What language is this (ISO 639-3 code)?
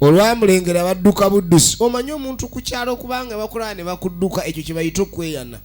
lug